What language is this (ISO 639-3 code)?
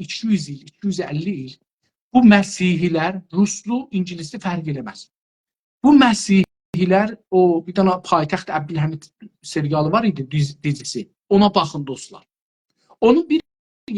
azb